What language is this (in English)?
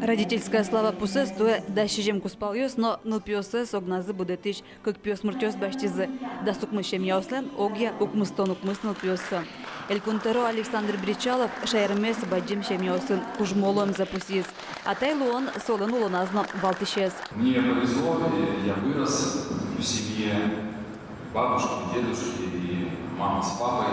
Udmurt